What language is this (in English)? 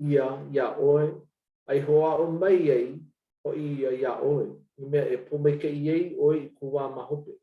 Hawaiian